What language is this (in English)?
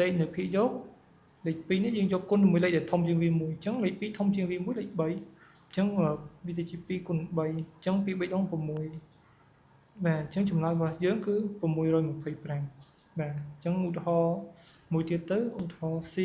Khmer